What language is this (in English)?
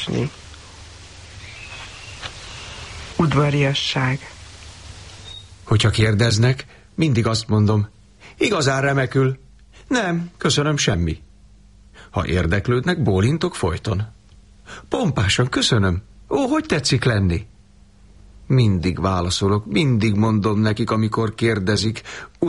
Hungarian